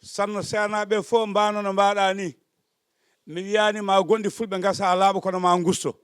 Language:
Fula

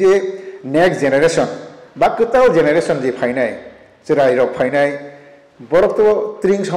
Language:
Kok Borok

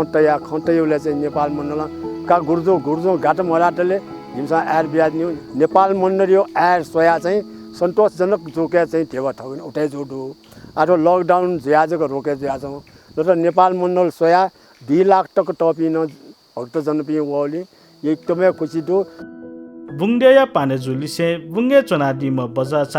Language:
Newari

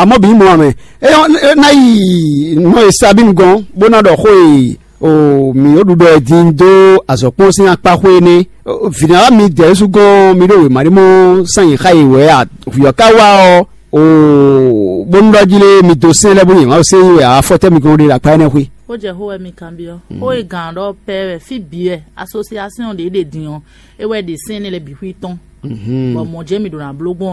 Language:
Fon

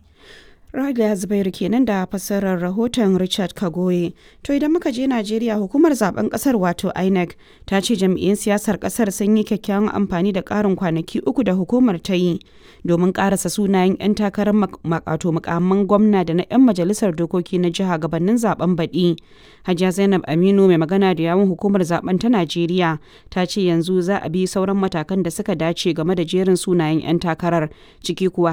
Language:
Hausa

